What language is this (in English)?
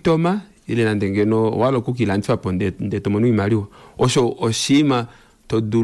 Kuanyama